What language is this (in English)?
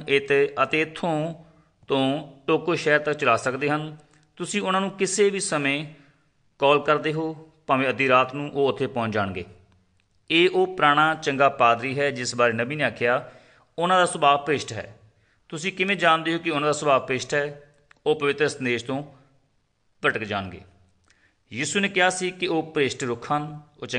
Punjabi